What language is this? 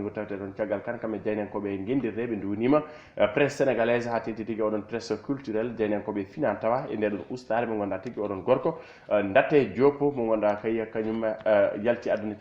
Fula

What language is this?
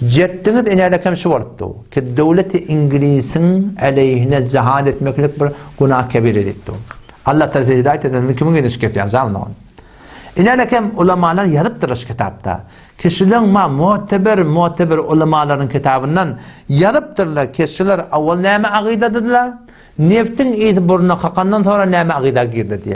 Turkmen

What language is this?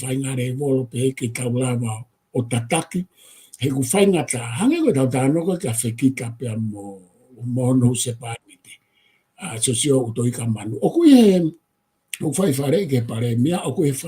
Tongan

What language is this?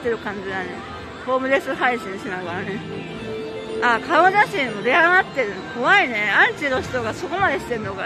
Japanese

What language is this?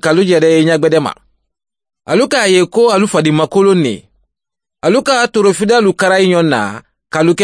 Mandingo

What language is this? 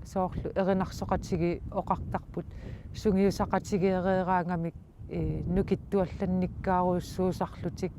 Kalaallisut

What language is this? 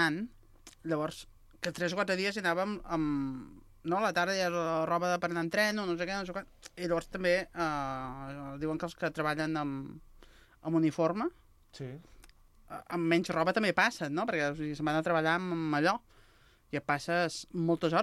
Catalan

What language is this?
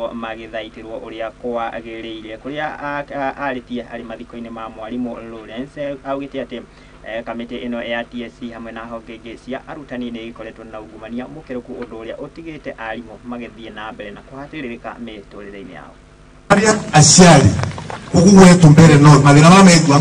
Kikuyu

